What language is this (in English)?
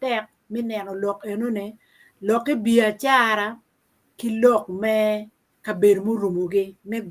Acoli